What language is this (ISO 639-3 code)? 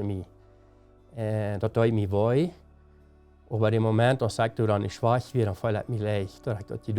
pdt